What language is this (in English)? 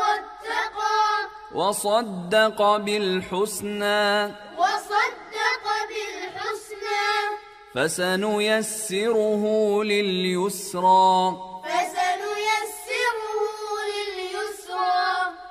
Arabic